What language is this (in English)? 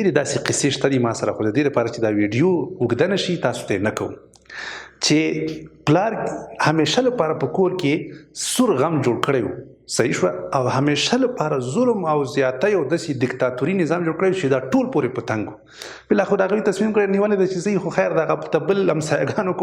Pashto